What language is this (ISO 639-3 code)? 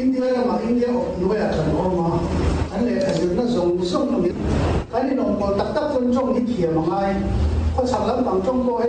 lus